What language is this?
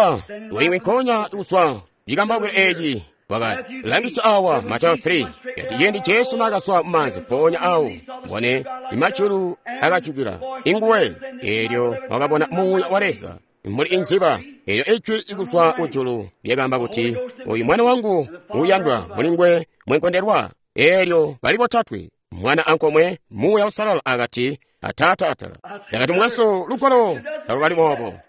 Tonga (Zambia)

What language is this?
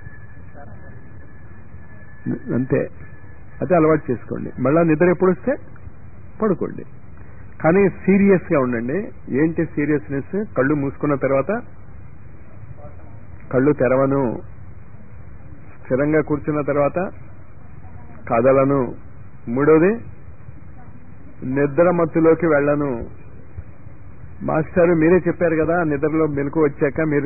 Telugu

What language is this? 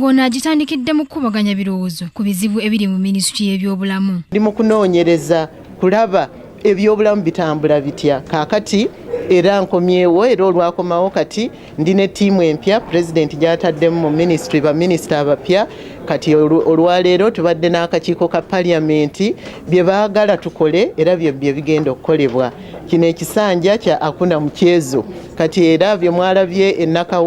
Ganda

